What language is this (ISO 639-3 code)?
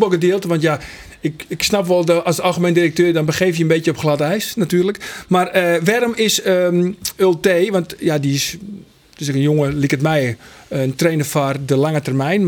fry